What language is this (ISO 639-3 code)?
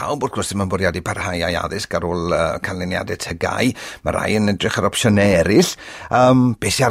cym